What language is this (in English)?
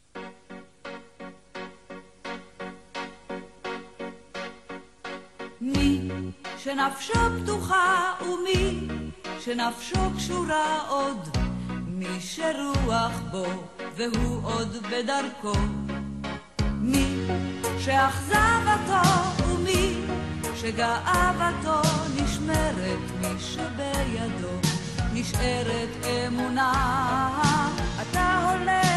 Hebrew